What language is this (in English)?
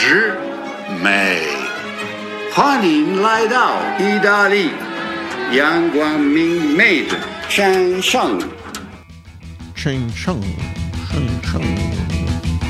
Italian